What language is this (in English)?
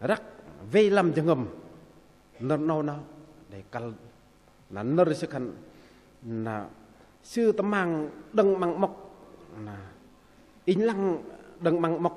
Bahnar